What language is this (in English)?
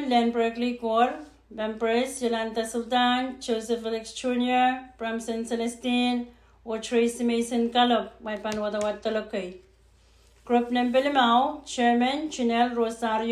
Pohnpeian